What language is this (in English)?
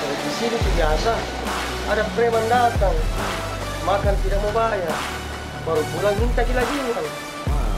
Makassar Malay